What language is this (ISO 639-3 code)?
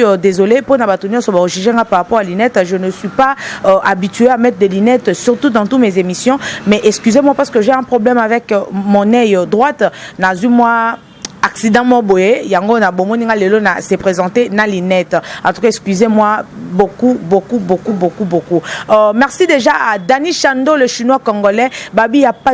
lin